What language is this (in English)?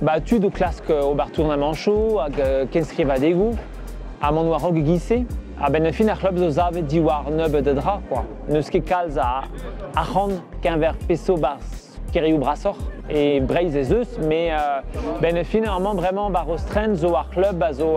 Breton